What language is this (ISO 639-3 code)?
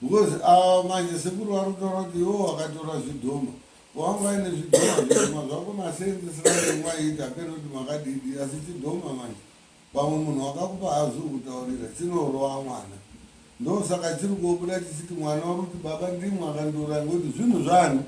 sna